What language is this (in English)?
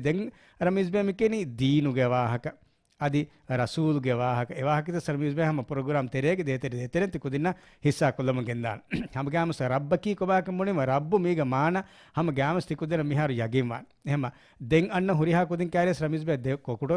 Divehi